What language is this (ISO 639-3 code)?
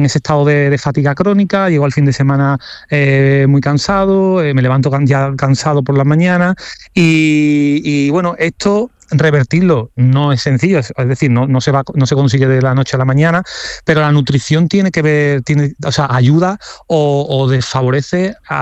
spa